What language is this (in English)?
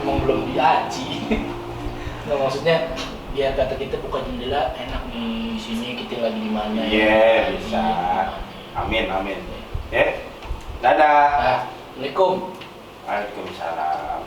Betawi